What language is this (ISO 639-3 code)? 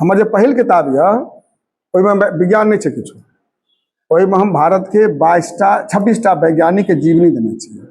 mai